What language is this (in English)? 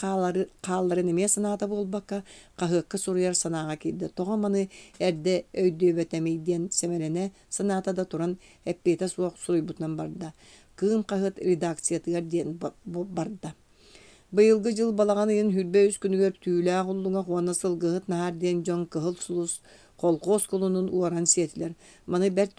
Yakut